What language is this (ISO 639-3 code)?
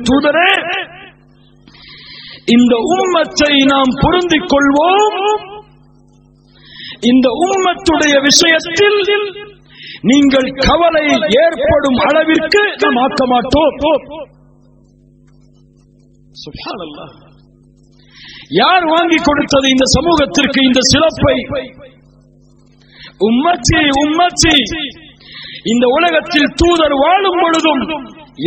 tam